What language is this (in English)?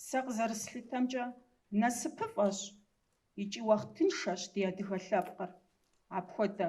Kabardian